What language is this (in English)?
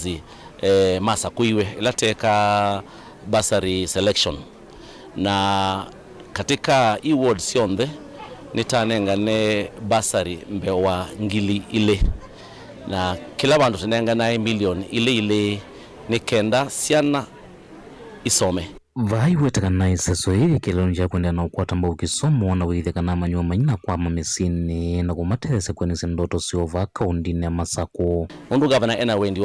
Kamba